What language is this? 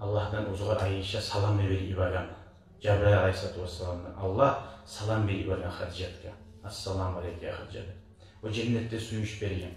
Kumyk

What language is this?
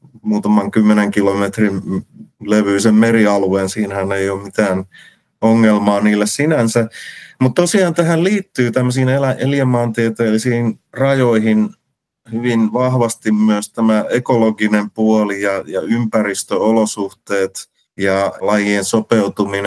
Finnish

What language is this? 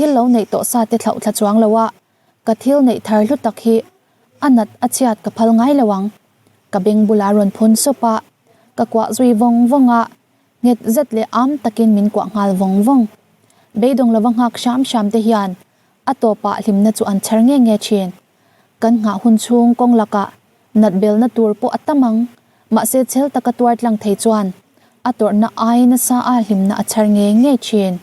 Mizo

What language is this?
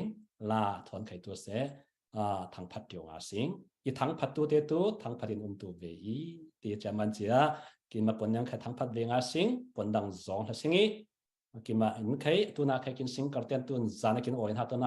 Falam Chin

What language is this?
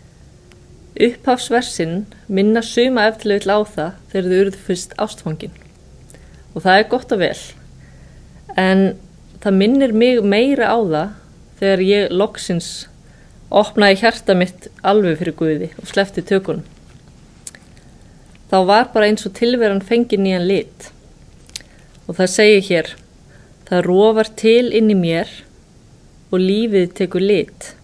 Icelandic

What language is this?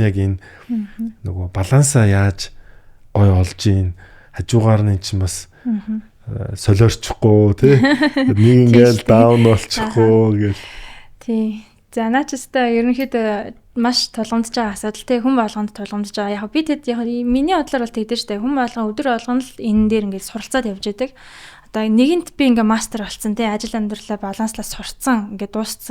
Mongolian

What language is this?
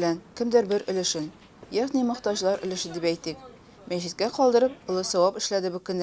Tatar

